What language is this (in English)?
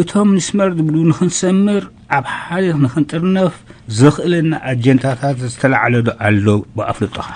Tigrinya